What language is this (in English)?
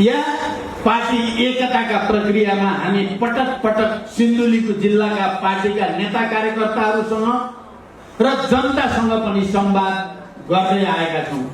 Nepali